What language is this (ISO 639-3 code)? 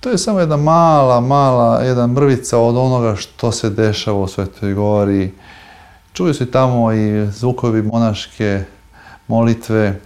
srp